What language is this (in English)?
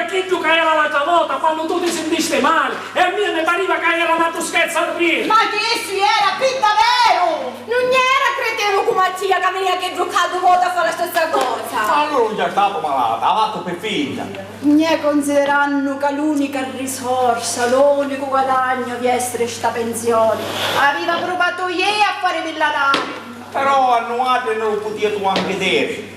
Sicilian